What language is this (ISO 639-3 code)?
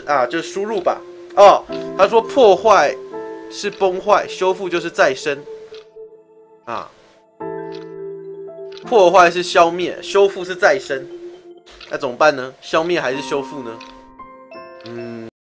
zho